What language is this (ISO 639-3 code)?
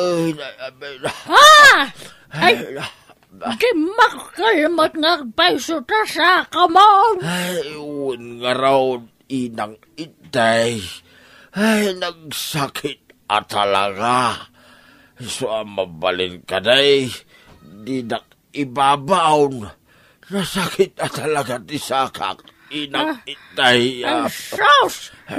ilo